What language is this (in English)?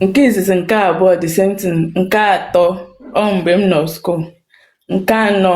Igbo